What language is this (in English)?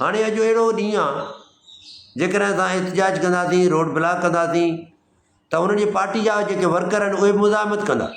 Sindhi